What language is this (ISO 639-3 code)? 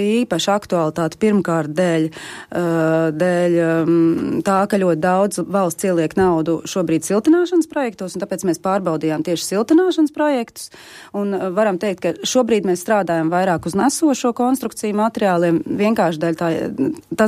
lav